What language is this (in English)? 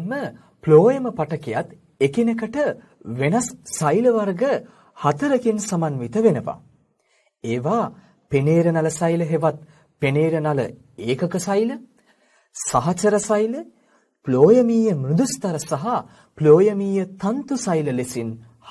Sinhala